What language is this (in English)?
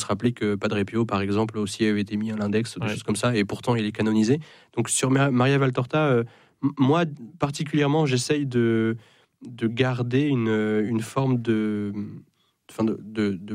French